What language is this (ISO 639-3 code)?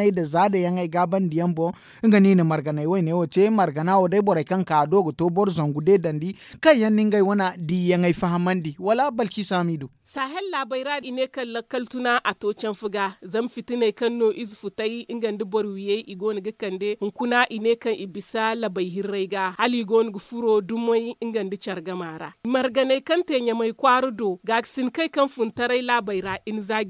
dje